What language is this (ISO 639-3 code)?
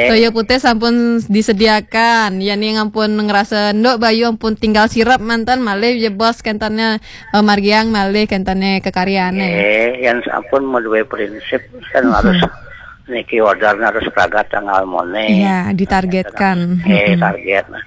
ban